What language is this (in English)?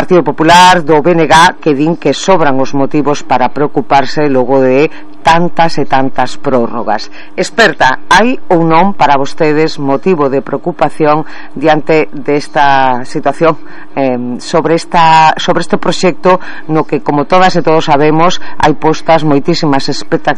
Galician